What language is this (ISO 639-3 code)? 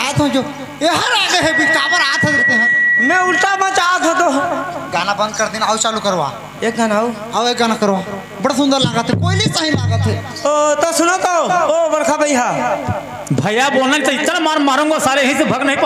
hne